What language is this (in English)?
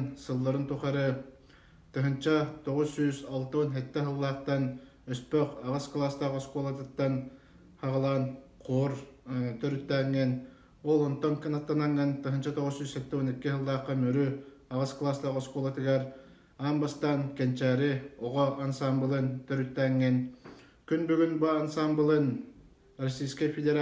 Yakut